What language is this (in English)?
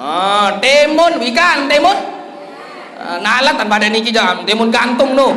Sasak